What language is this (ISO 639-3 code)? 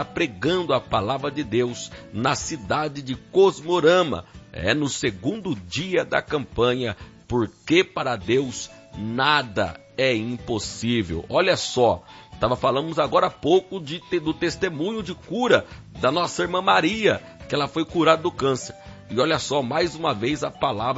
por